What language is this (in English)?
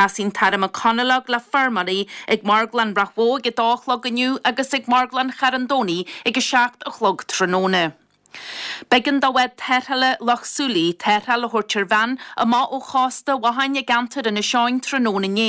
Irish